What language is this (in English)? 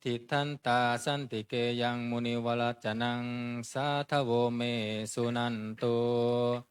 Pali